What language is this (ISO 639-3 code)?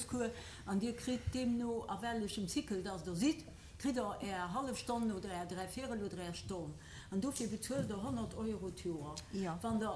ltz